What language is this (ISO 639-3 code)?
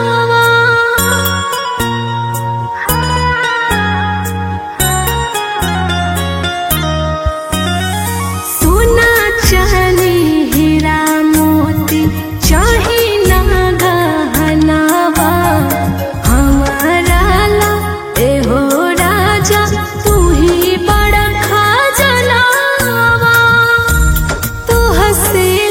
bho